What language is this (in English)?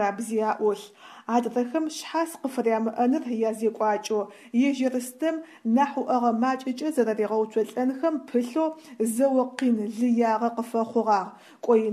Adyghe